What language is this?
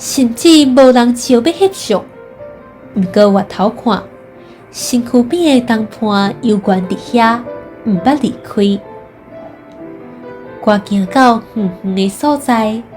Min Nan Chinese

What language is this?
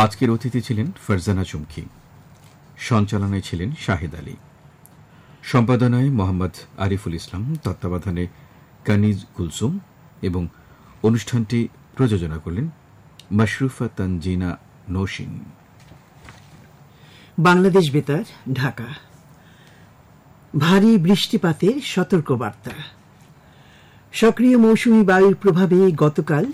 Bangla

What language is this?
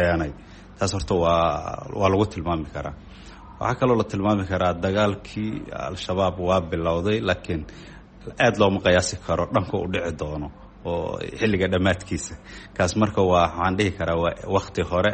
Somali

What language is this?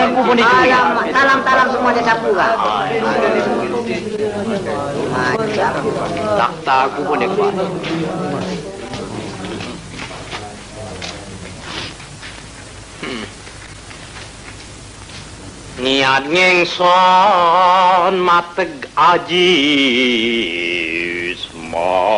Malay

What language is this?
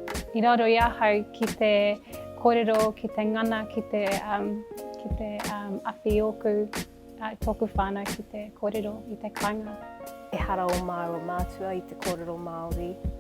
Māori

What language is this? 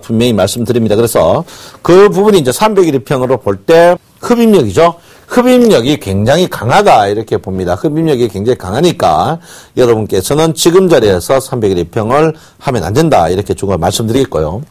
Korean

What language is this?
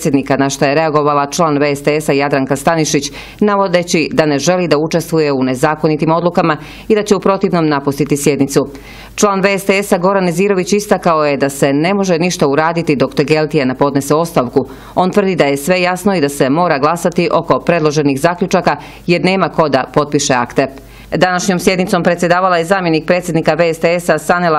Bosnian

